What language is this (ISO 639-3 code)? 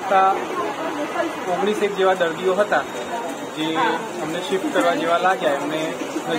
guj